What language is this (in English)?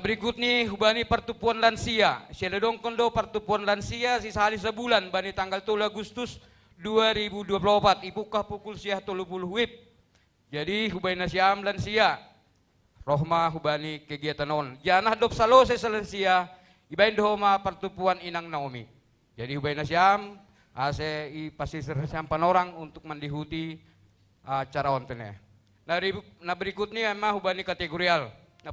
Batak Simalungun